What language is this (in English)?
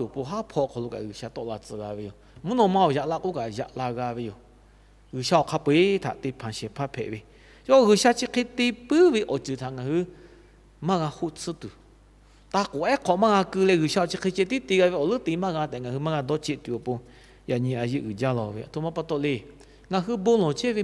Lahu